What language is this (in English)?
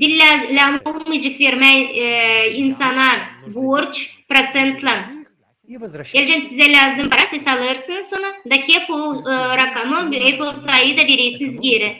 Gagauz